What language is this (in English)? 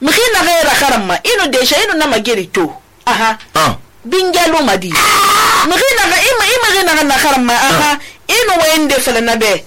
Susu